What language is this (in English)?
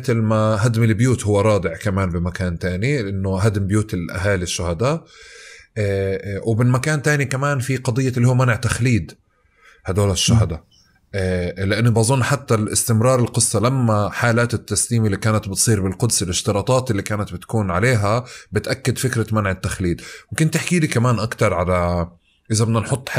North Levantine Arabic